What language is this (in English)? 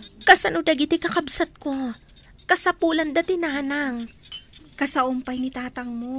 Iloko